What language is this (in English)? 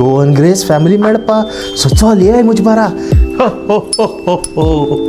Konkani